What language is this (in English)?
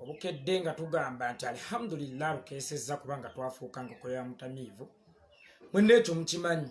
Ganda